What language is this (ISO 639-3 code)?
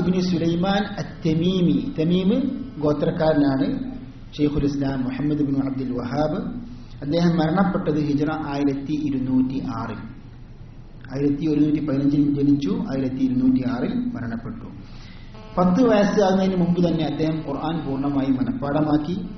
mal